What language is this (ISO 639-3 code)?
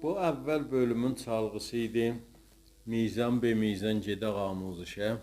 azb